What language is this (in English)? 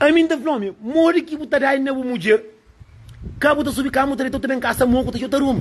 Kabuverdianu